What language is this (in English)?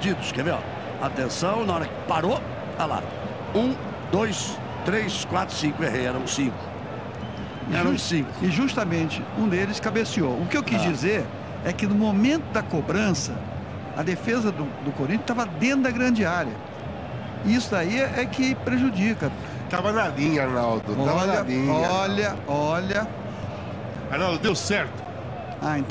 Portuguese